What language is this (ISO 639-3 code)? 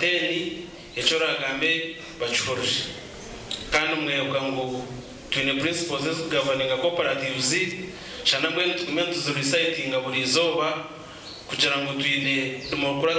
nyn